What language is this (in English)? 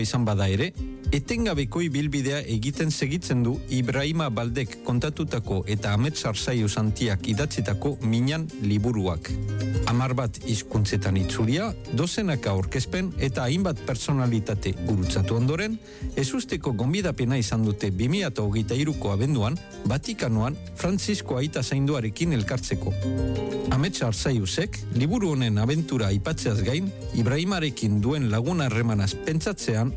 Basque